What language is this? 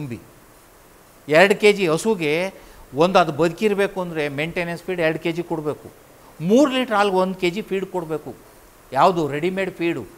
Kannada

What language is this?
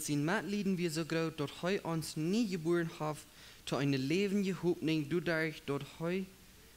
Plautdietsch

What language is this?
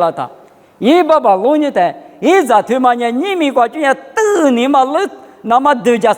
Lisu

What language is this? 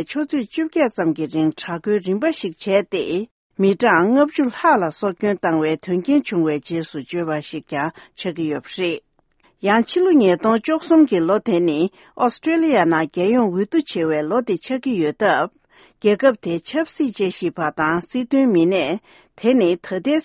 Tibetan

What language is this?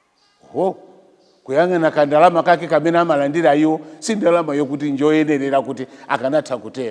Nyanja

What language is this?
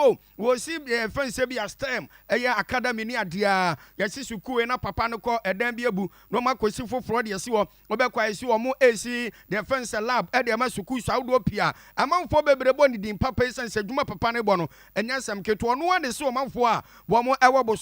Akan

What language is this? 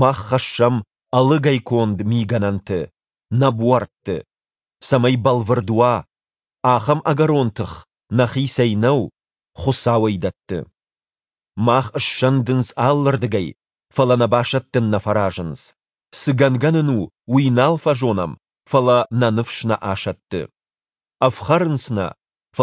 Ossetic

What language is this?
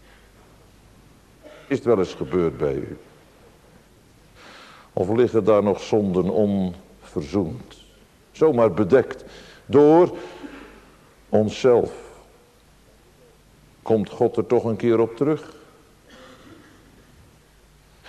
Dutch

